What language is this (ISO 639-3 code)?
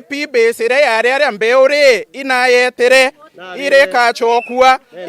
mer